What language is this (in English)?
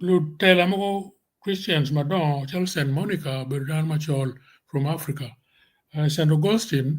Acoli